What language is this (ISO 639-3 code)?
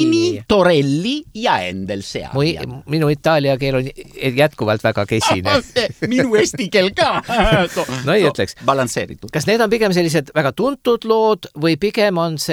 est